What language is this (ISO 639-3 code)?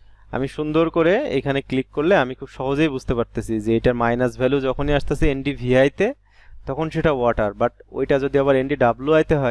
ben